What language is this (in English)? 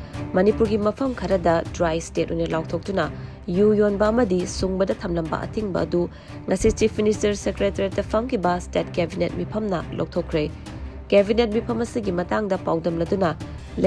Manipuri